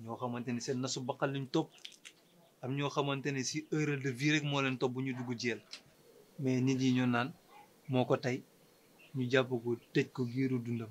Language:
Wolof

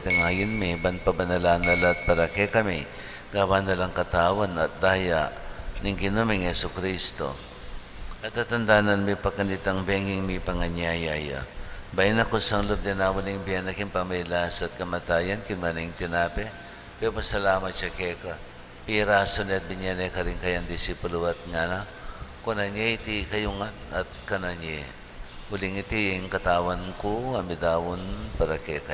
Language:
Pampanga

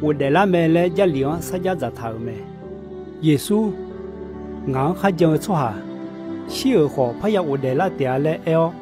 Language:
Akha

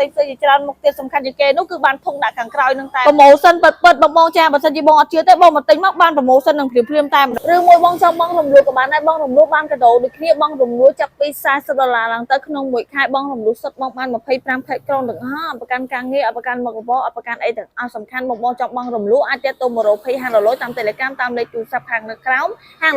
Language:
Khmer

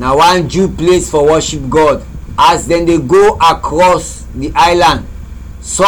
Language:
Krio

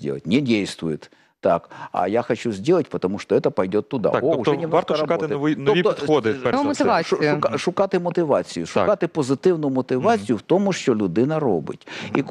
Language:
Ukrainian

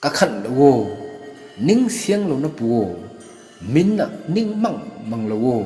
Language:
Rongmei Naga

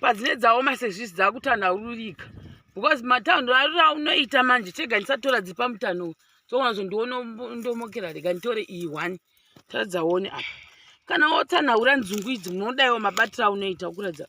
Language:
Shona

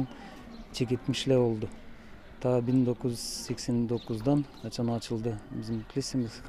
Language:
Gagauz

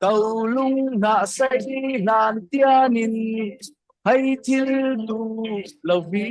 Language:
Falam Chin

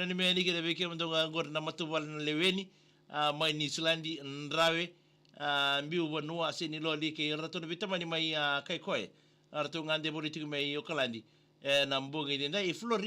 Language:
Fijian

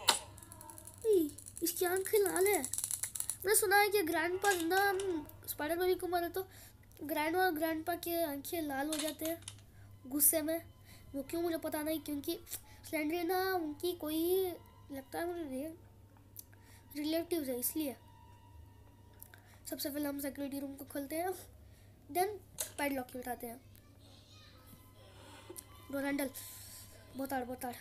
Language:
Hindi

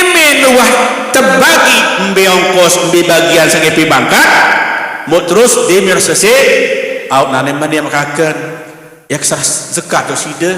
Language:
Sasak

